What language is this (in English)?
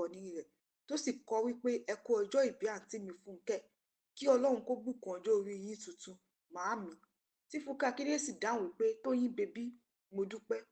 Yoruba